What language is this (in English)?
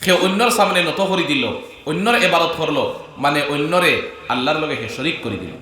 Sylheti